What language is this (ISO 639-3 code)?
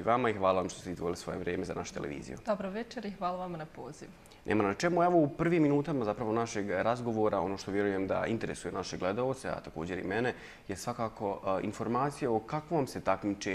bos